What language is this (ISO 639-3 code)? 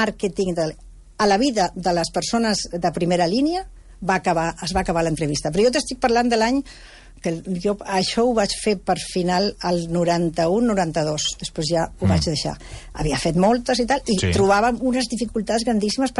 cat